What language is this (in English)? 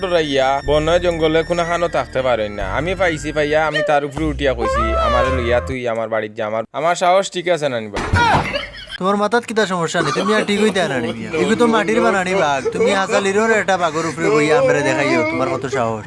Sylheti